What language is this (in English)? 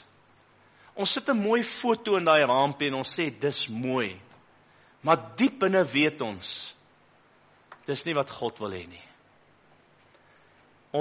Afrikaans